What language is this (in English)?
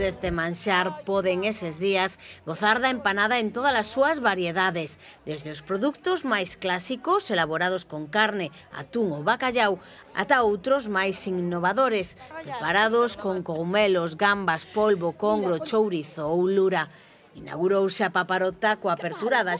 Galician